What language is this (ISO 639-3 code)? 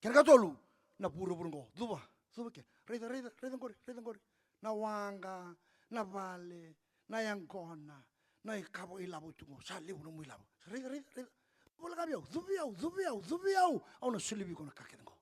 fij